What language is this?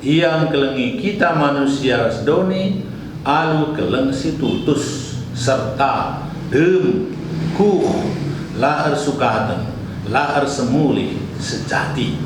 Batak Karo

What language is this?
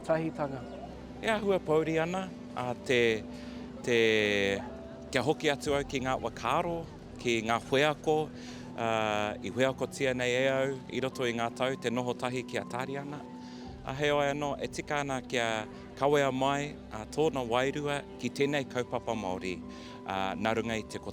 Māori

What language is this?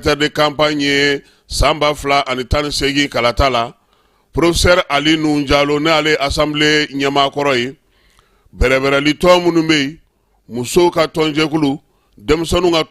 Bambara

